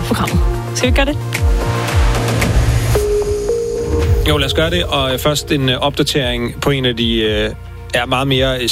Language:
Danish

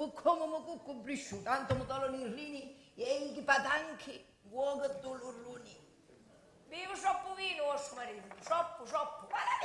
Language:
Sicilian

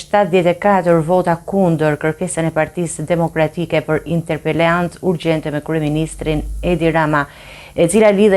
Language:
Albanian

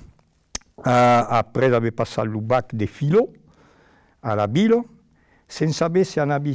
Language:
Occitan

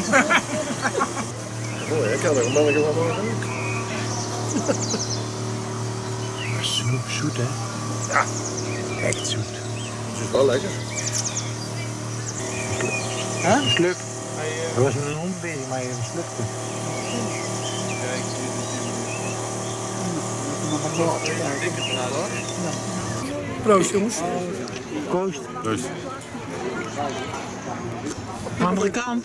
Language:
Dutch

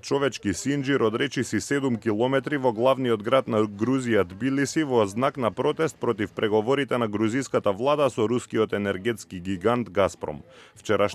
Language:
Macedonian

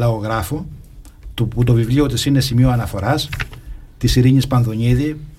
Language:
Greek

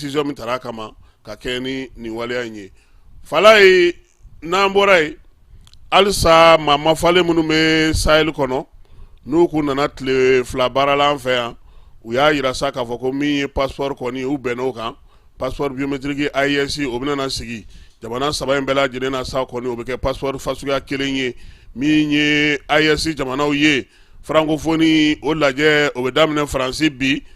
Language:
Bambara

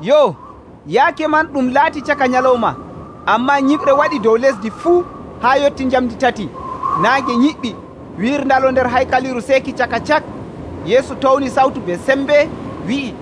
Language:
Nigerian Fulfulde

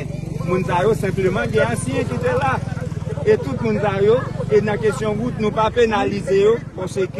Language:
Haitian Creole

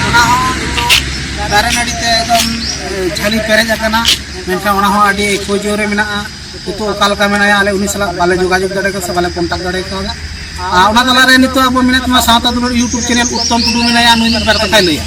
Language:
Santali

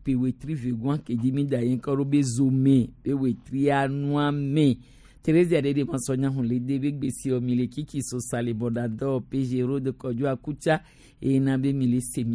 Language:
Gen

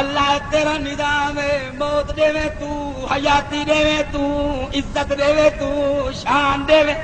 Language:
Saraiki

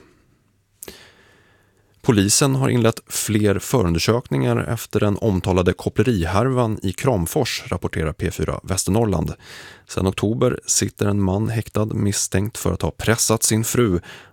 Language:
Swedish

